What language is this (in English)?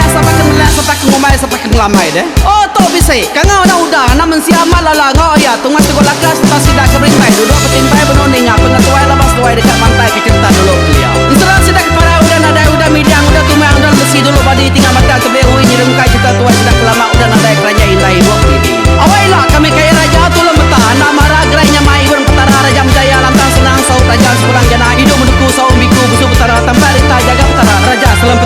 Iban